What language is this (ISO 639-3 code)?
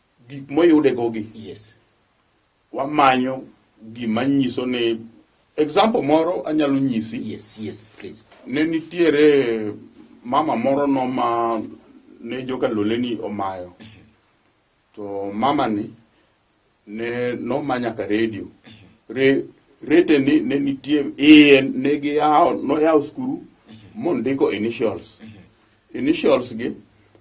luo